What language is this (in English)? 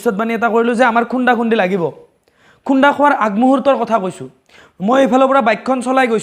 Assamese